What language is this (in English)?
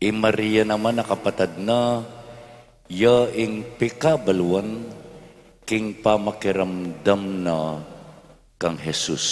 Pampanga